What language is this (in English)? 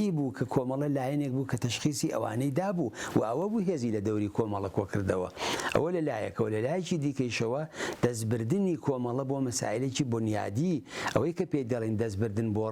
Central Kurdish